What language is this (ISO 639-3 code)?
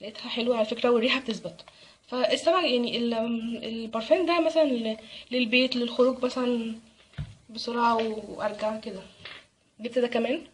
arz